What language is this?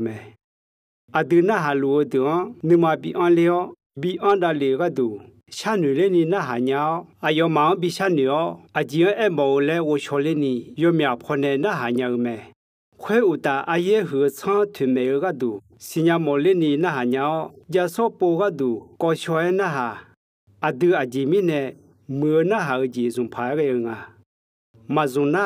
Akha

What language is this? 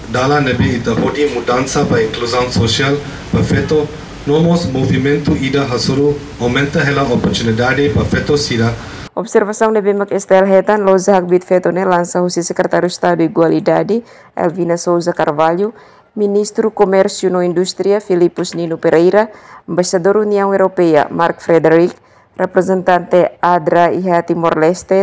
Tetum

